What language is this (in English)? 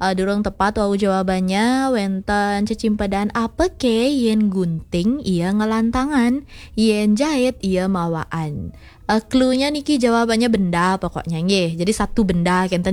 Balinese